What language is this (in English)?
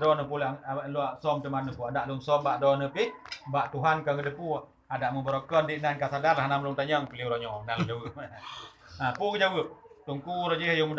Achinese